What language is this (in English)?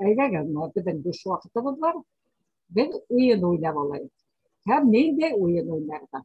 Bashkir